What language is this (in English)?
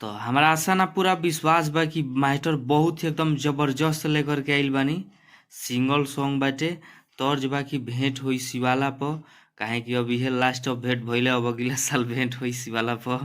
Bhojpuri